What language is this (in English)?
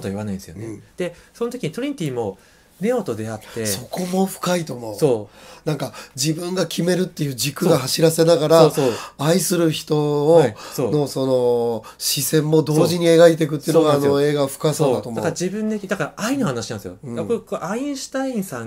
Japanese